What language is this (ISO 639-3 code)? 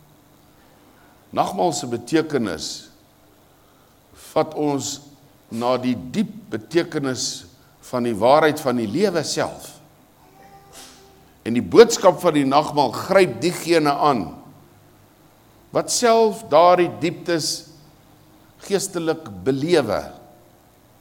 afr